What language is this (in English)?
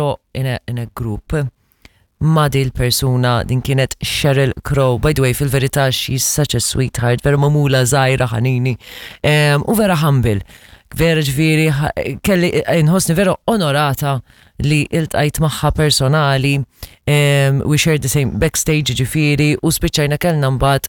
Maltese